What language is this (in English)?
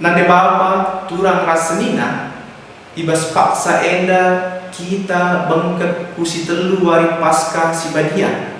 Batak Karo